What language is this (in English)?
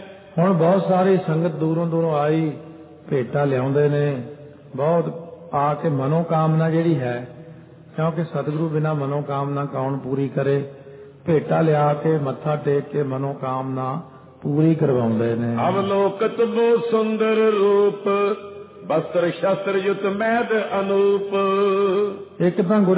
Punjabi